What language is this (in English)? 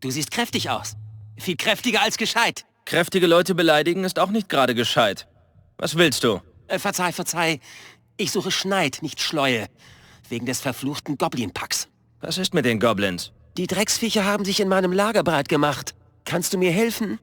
Bavarian